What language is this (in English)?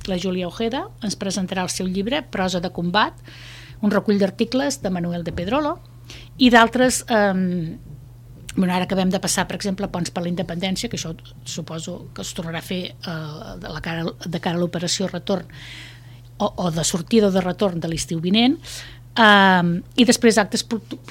Catalan